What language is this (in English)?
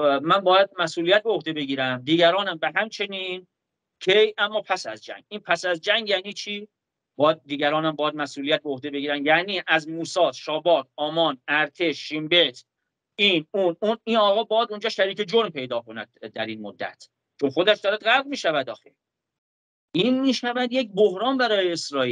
Persian